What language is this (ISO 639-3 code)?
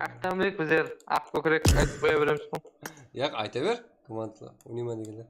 kaa